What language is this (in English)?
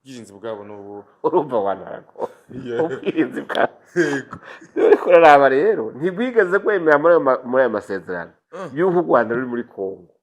Rundi